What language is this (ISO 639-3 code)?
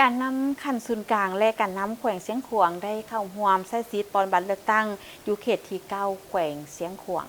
lao